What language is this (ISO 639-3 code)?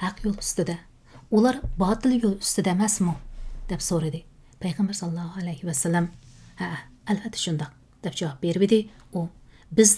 uig